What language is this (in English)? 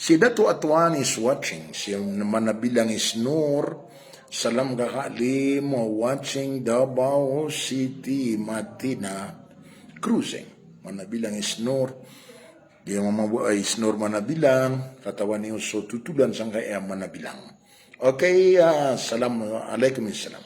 Maranao